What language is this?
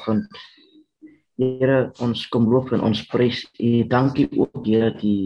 Afrikaans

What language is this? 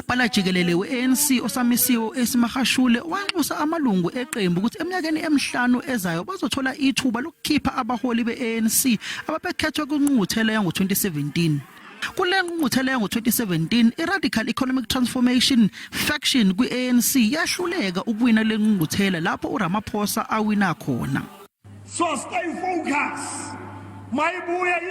Zulu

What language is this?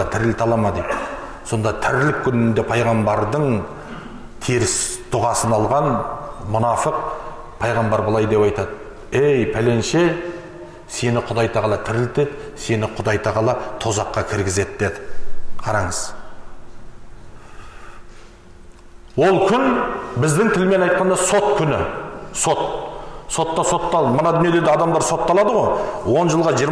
Kazakh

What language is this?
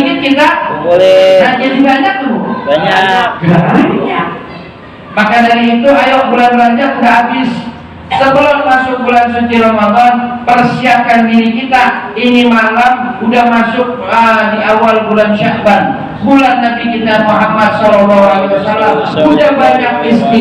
Betawi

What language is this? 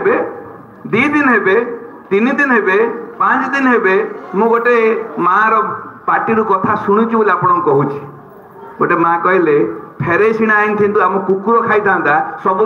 Odia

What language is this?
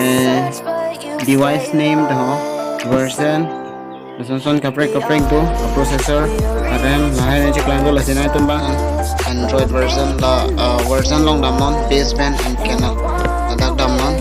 Karbi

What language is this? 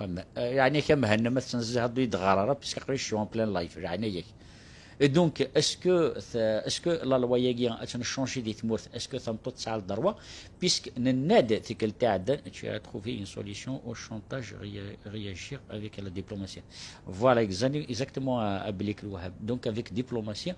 Kabyle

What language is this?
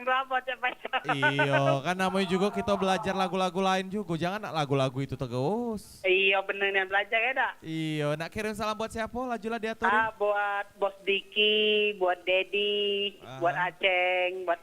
Musi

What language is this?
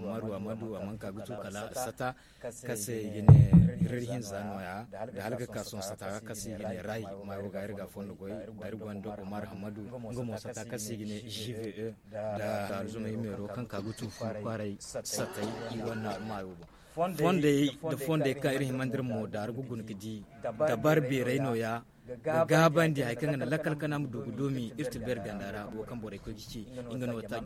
Zarma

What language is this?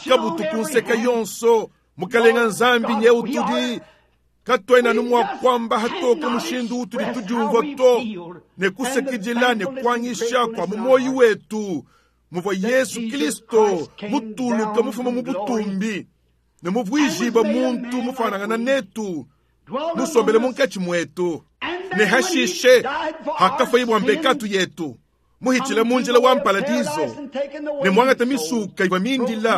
Luba-Lulua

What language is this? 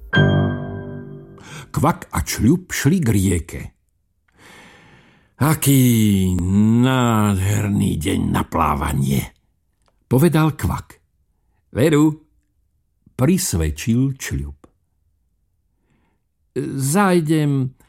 Slovak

